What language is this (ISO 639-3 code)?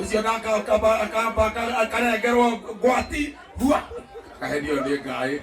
kik